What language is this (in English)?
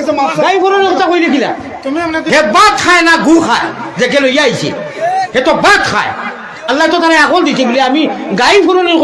Sylheti